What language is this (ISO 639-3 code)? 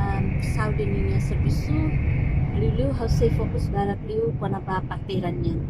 tet